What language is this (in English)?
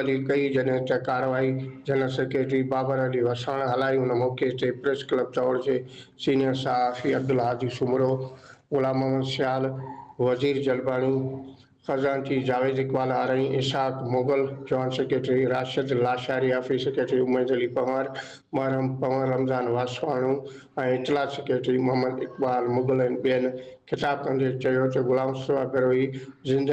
Sindhi